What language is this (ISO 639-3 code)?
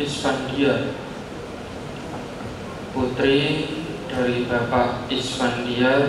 ind